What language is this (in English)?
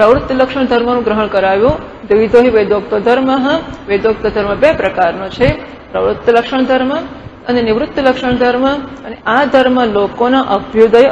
Gujarati